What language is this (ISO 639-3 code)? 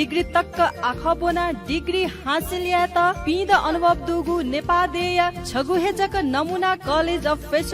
new